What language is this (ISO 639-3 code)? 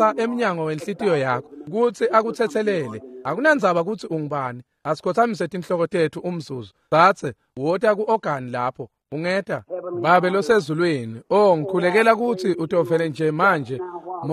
ssw